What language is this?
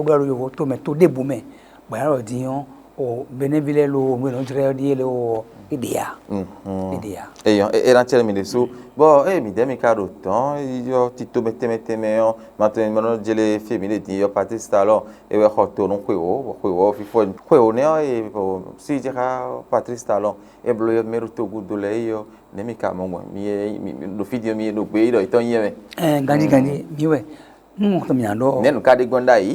Fon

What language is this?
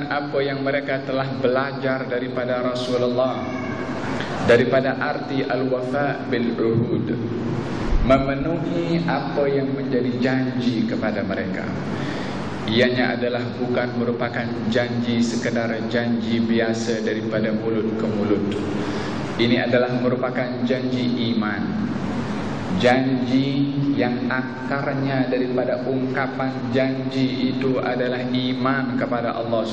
Malay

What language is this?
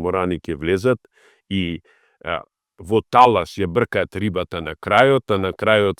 Macedonian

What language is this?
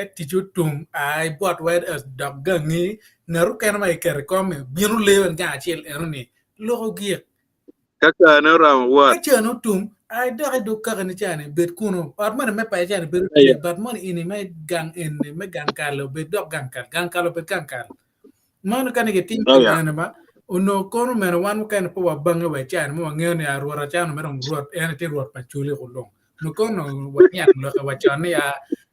Acoli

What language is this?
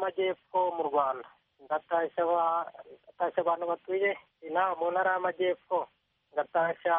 Kinyarwanda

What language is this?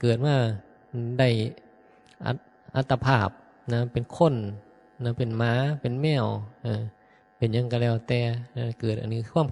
Northeastern Thai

